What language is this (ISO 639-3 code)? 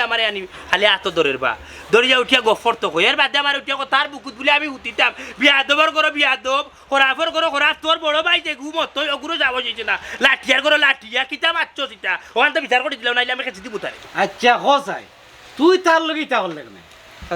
syl